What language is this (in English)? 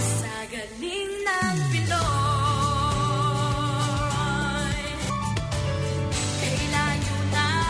Filipino